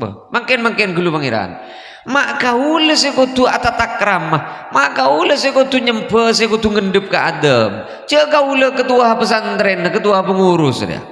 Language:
Madurese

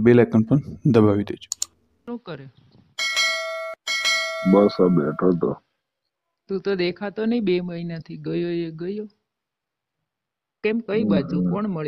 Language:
Gujarati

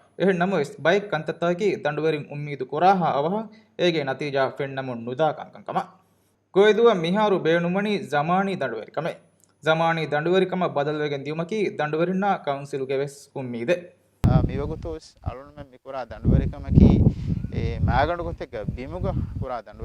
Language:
Divehi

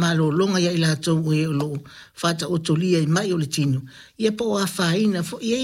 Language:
Samoan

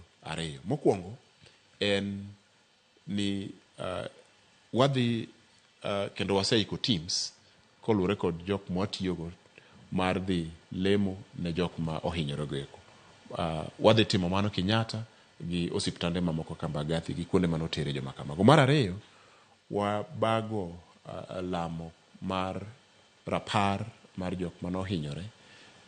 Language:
Luo (Kenya and Tanzania)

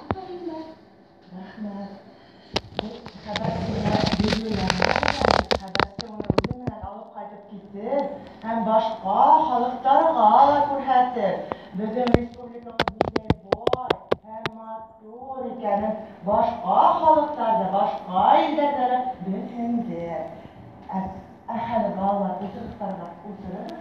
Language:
Bashkir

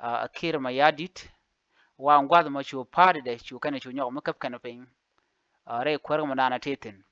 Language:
Nuer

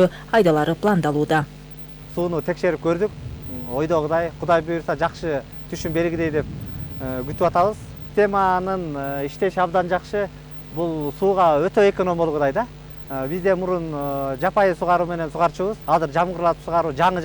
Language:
Kyrgyz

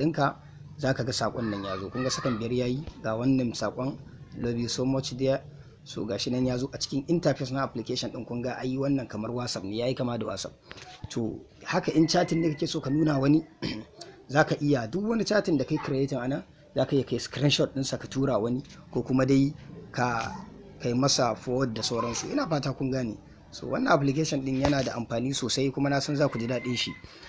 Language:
Hausa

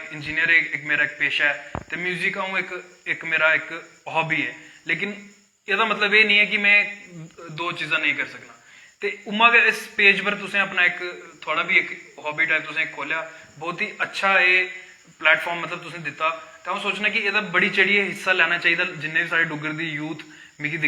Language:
Dogri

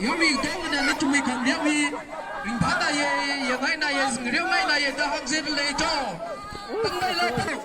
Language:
Tangkhul Naga (India)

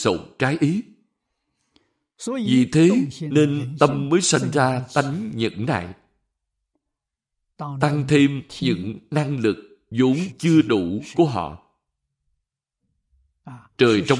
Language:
Vietnamese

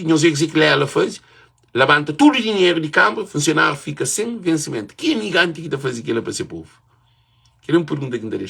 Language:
Kabuverdianu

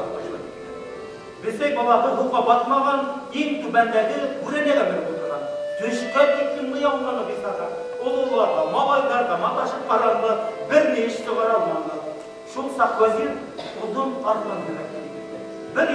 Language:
Bashkir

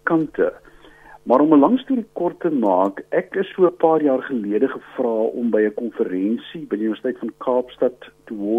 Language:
Afrikaans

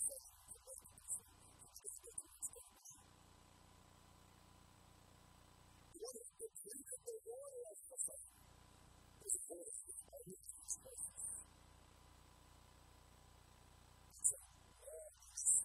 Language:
English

